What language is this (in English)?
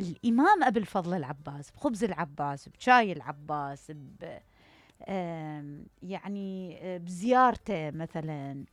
Mesopotamian Arabic